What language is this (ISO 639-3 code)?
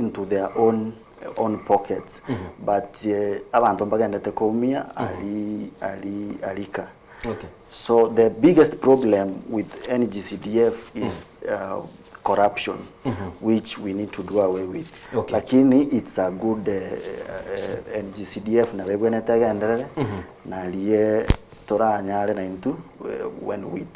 guz